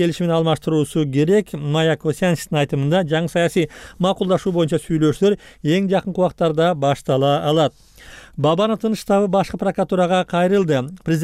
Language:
Kyrgyz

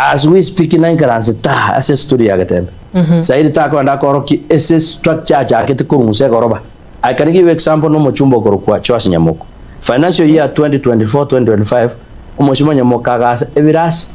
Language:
Gusii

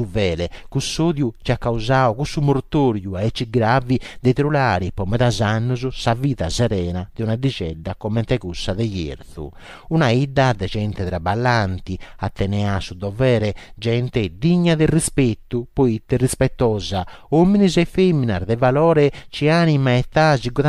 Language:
Sardinian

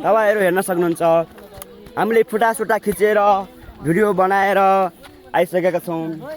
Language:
Nepali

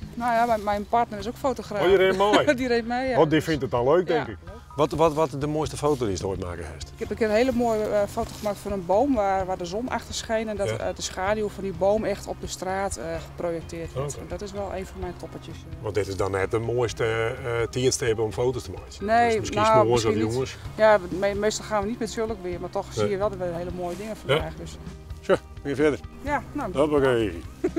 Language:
Western Frisian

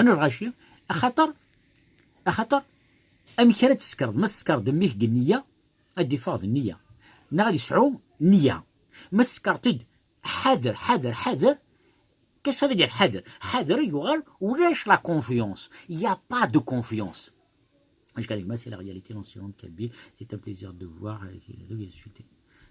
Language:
Kabyle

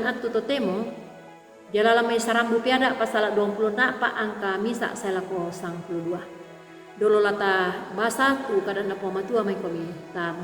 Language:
Toraja-Sa'dan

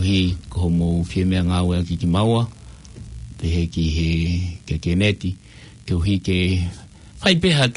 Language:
Tongan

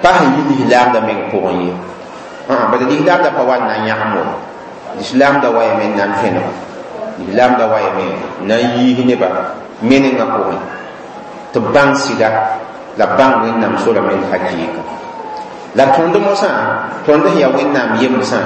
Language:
Mossi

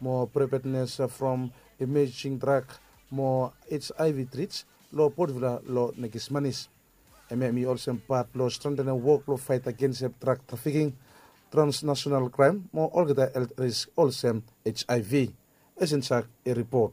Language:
Bislama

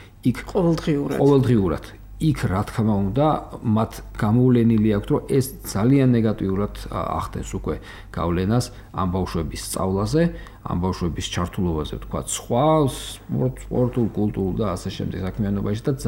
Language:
Georgian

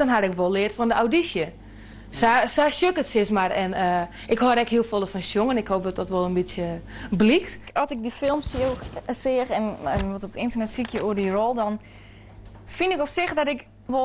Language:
Western Frisian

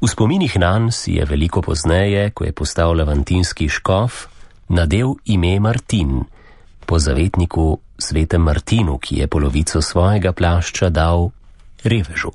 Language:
Slovenian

